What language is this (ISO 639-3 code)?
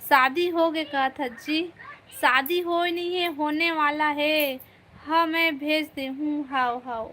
hne